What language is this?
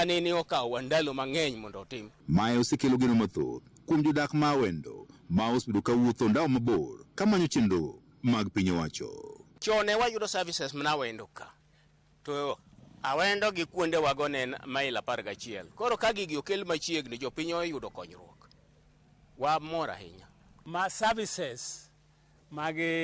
Luo (Kenya and Tanzania)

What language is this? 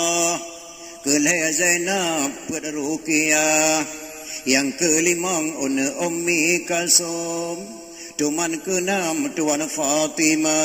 Achinese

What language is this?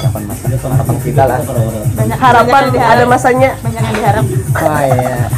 Banjar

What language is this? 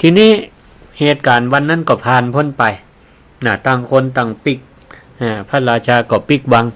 Northern Thai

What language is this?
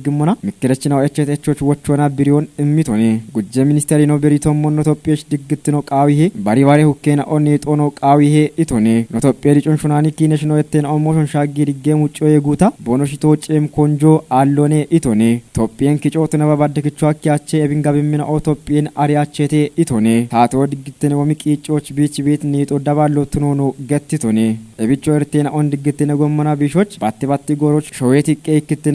Kafa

